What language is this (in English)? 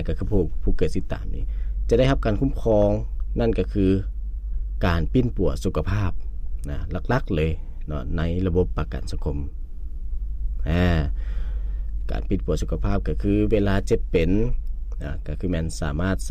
Lao